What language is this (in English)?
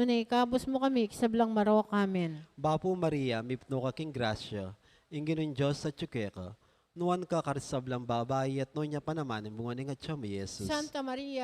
Pampanga